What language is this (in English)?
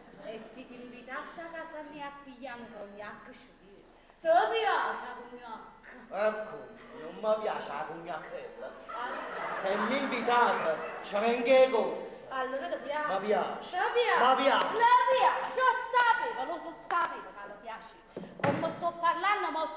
Neapolitan